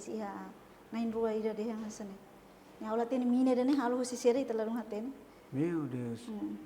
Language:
Tetum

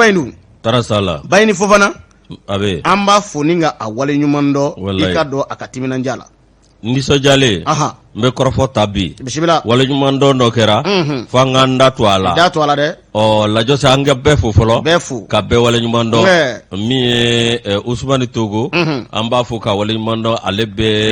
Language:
Bambara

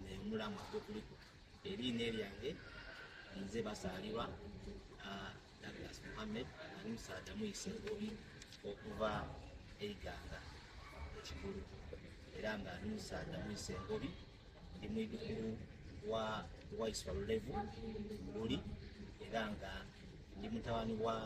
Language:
Soga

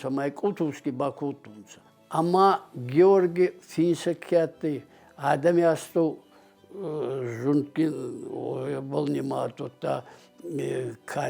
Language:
Ossetic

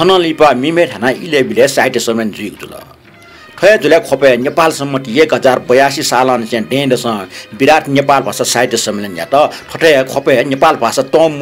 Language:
Newari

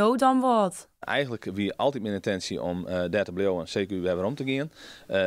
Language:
Western Frisian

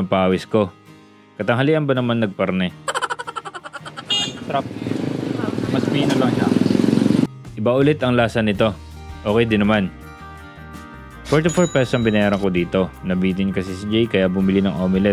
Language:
Filipino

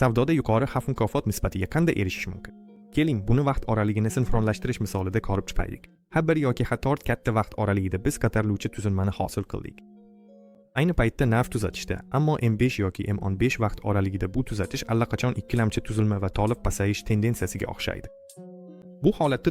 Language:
Uzbek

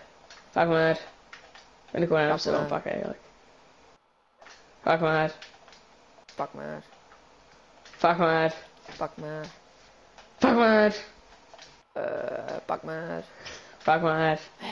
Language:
Dutch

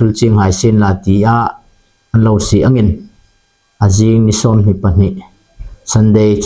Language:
Hmar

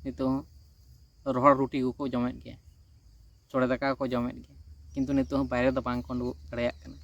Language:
Santali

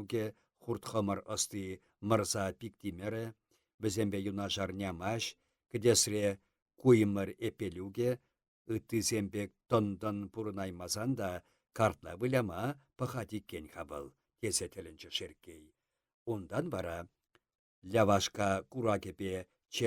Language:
Chuvash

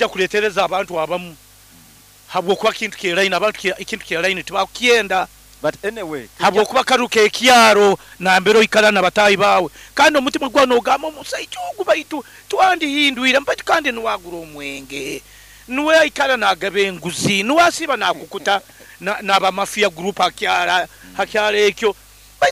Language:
Nyoro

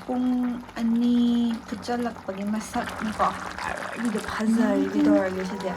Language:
Manipuri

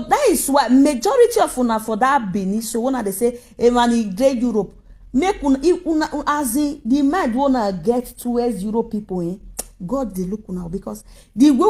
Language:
Nigerian Pidgin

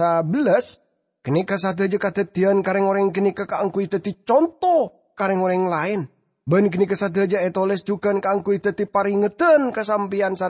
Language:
Madurese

